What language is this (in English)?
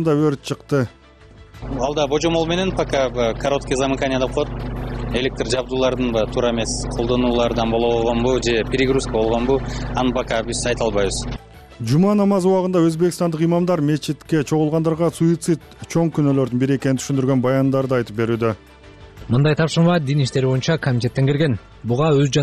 Kyrgyz